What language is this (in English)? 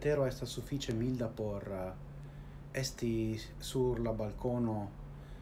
Esperanto